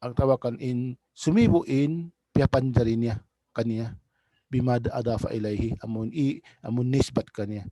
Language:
Tausug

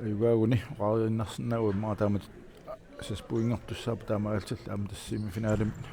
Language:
Kalaallisut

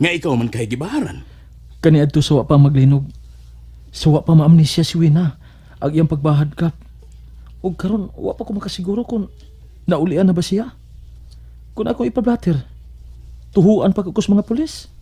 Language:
Cebuano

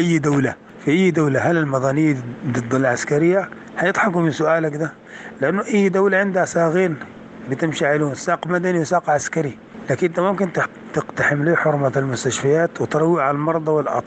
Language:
Sudanese Arabic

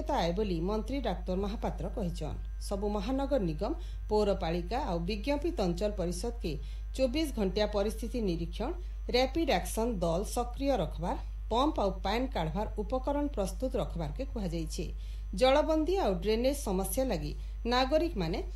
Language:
Odia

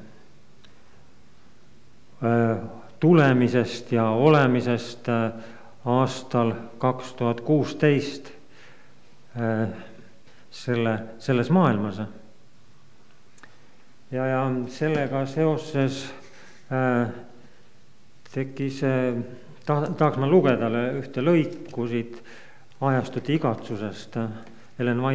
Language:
Estonian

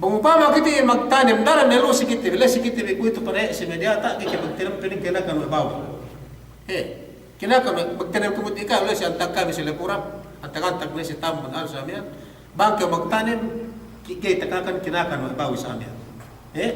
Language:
Yakan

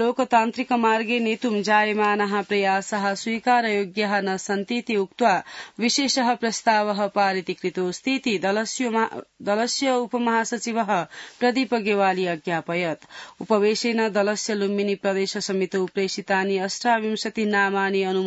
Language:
Sanskrit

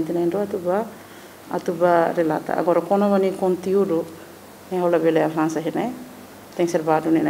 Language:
Tetum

